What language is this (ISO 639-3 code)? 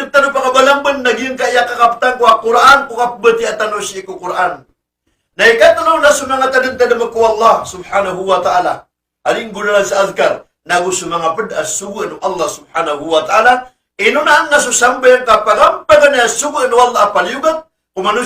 mrw